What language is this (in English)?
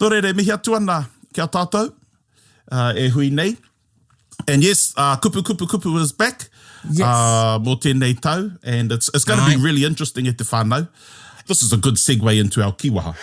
Māori